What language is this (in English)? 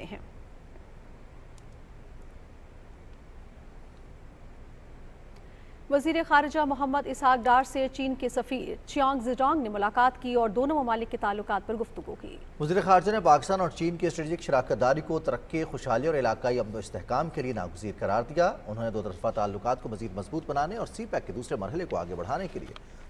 Urdu